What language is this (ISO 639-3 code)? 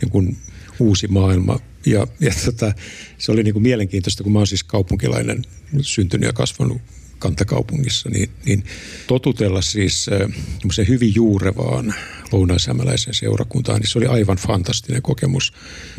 fin